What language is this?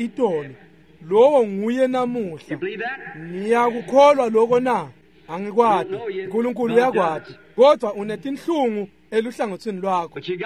Swati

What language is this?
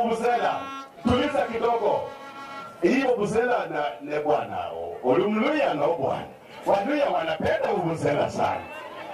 Gusii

